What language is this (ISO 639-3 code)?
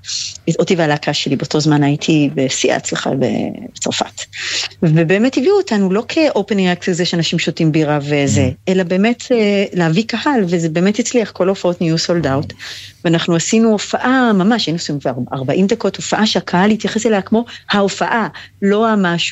heb